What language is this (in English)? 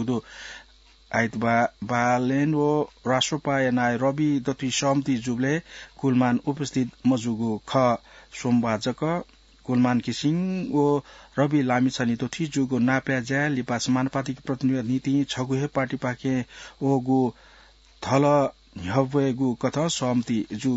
Newari